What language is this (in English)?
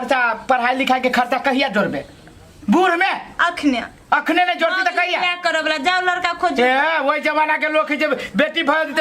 Maithili